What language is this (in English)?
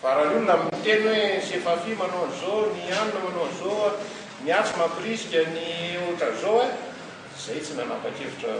Malagasy